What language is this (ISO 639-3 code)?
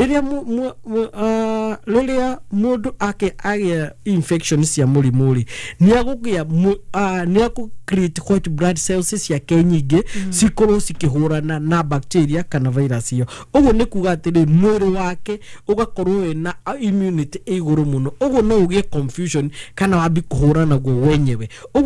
kik